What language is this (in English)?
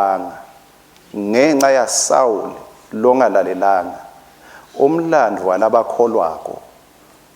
Swati